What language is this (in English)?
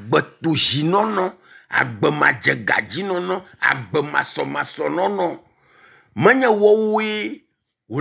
Ewe